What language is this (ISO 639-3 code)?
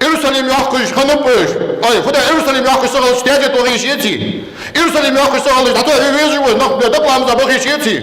inh